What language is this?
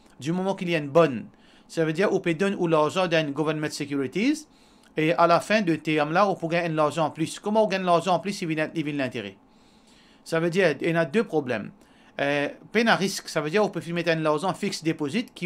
Morisyen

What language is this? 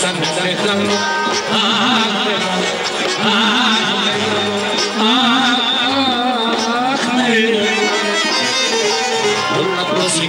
Greek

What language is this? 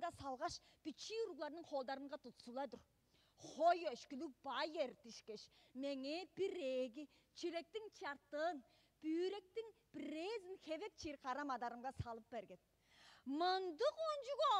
Tuvinian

